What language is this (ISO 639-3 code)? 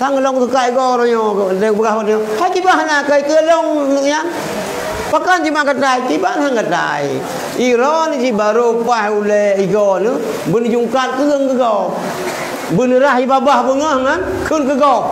ace